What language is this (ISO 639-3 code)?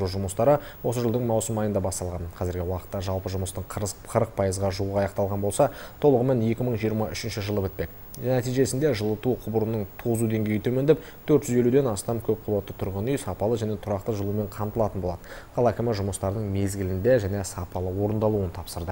kaz